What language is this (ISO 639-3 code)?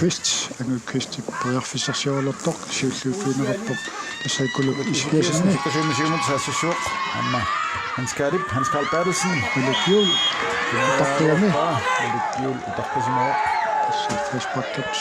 kal